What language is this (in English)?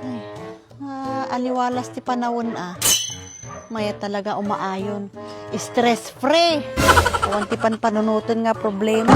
Iloko